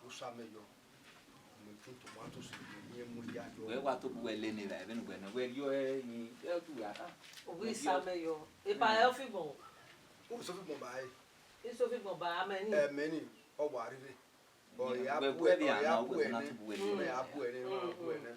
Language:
Bini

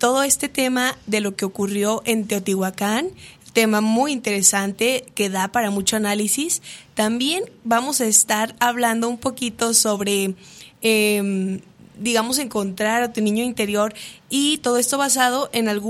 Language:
Spanish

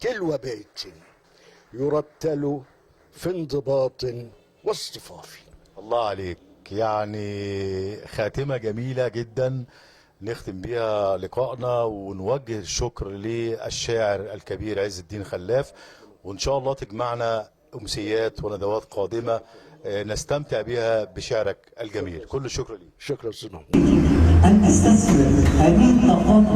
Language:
Egyptian Arabic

